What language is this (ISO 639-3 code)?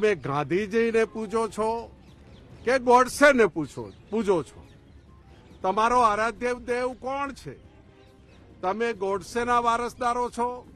guj